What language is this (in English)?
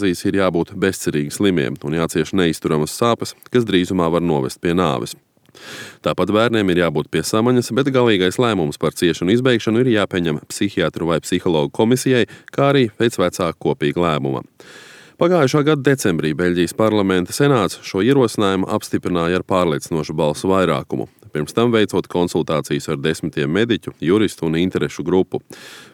Latvian